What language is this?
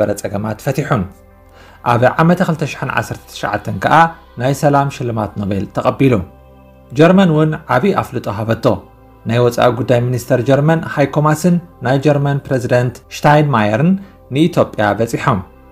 Tigrinya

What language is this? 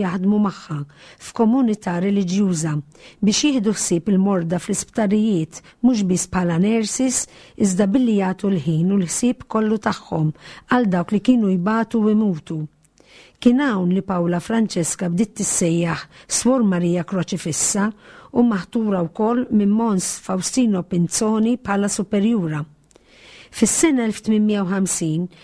Maltese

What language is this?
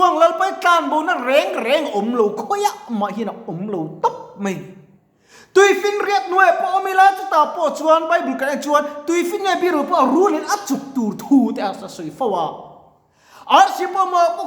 Mizo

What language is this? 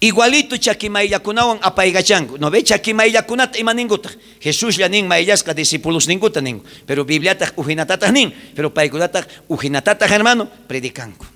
South Bolivian Quechua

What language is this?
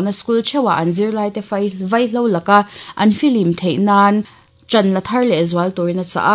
Mizo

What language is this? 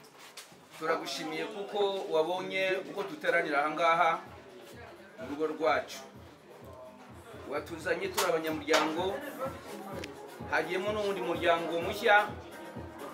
Kinyarwanda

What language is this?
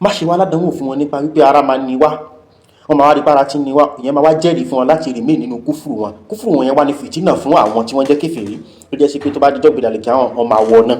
Yoruba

